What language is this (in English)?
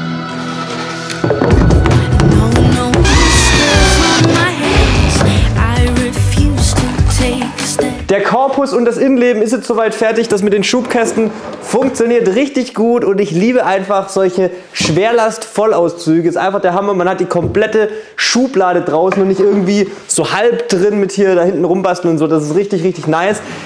German